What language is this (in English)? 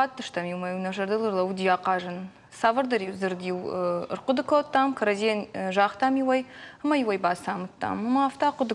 Ossetic